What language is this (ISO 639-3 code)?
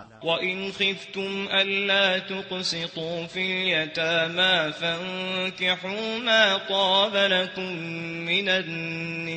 mrw